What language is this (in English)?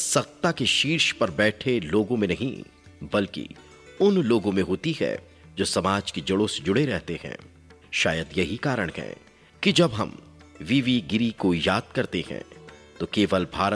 Hindi